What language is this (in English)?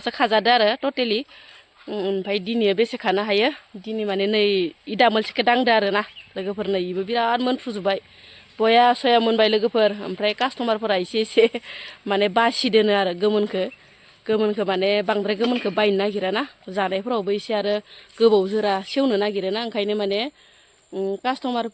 Bodo